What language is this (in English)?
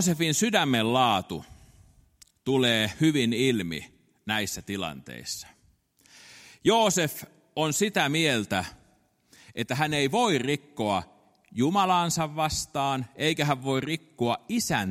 Finnish